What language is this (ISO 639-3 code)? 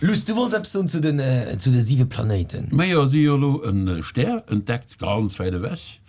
ltz